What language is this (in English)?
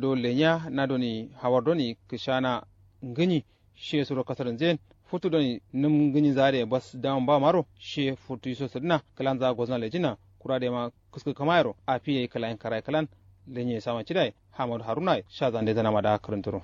Kanuri